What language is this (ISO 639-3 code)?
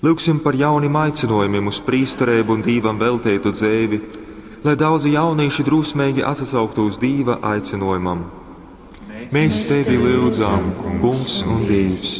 ltg